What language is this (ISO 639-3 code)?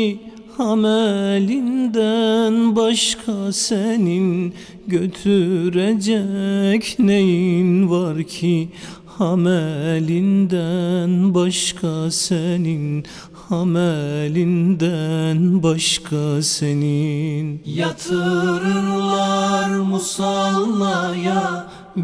tur